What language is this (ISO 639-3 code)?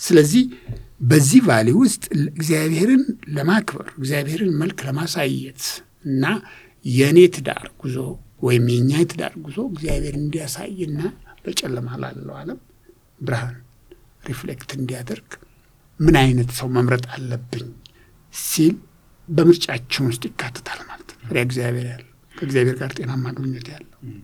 amh